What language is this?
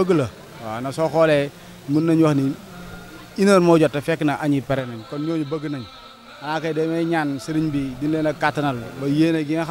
Wolof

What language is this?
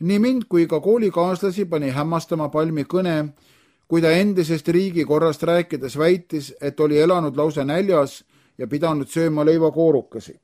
Estonian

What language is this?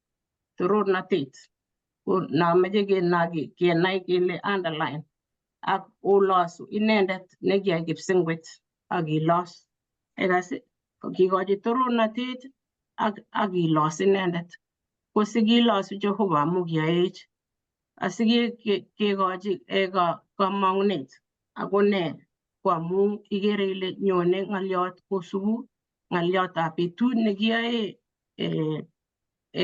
Kalenjin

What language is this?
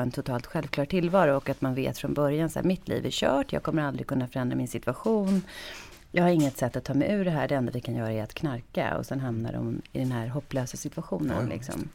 Swedish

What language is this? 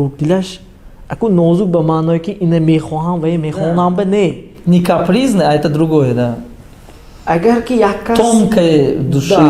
Tajik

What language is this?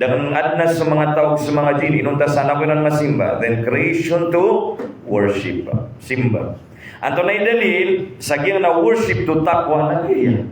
Maranao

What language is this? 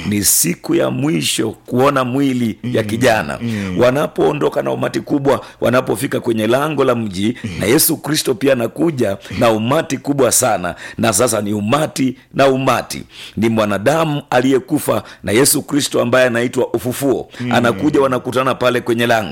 Swahili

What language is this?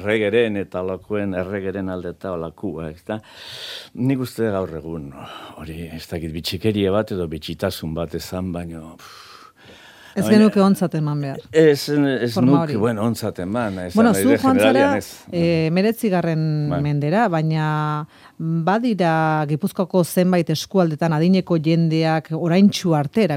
Basque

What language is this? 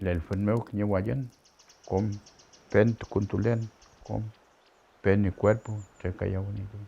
Mapuche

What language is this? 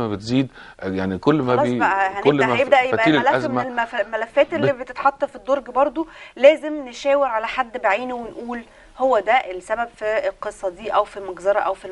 Egyptian Arabic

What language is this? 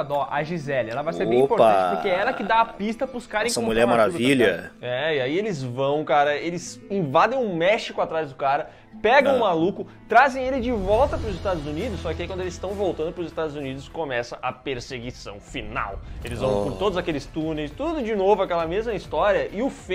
Portuguese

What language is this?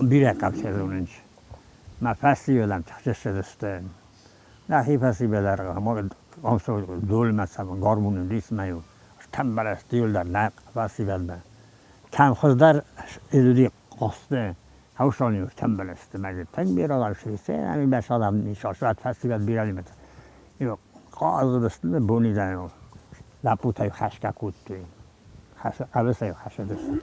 Ossetic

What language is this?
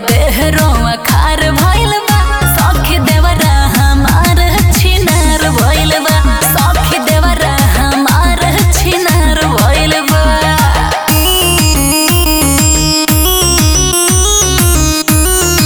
Bhojpuri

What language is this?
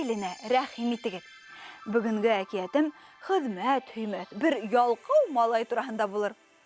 Bashkir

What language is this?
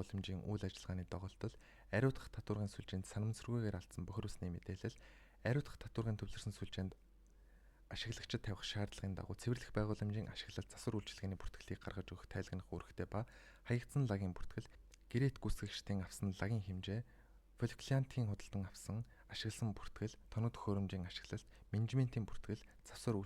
Mongolian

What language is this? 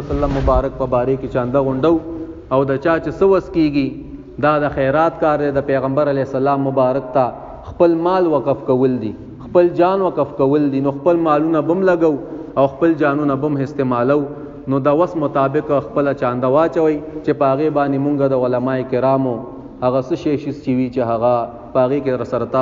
Pashto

